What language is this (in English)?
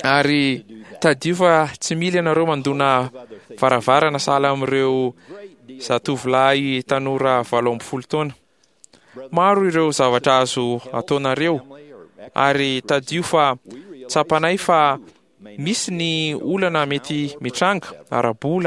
Malagasy